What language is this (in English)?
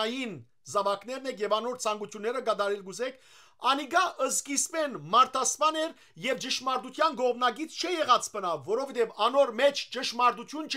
Western Armenian